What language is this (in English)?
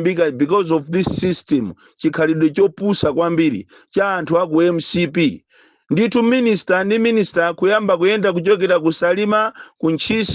Nyanja